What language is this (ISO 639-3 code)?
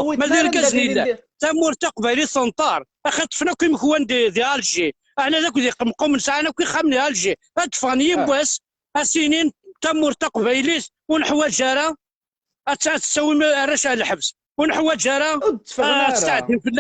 kab